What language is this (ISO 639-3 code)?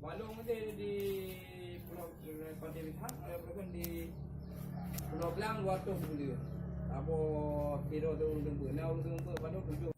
ace